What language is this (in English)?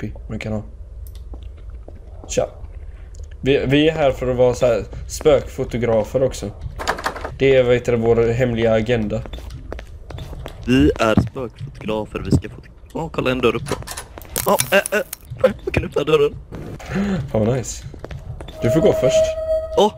Swedish